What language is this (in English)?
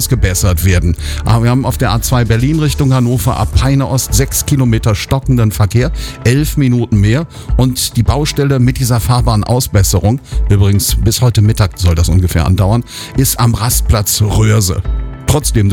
German